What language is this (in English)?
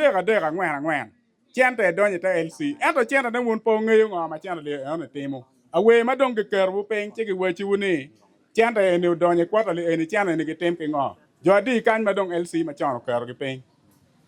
Acoli